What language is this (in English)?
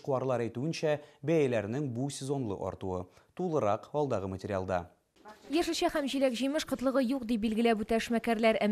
Tatar